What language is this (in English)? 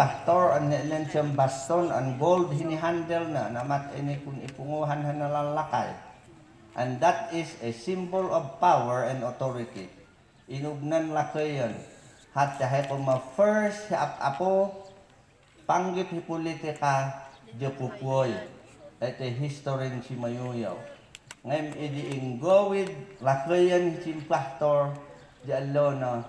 Mayoyao Ifugao